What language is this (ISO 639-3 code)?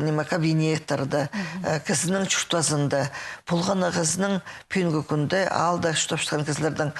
kjh